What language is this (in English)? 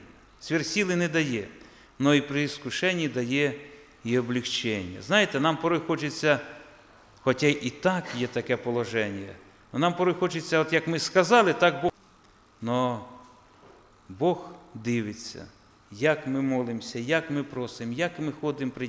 Ukrainian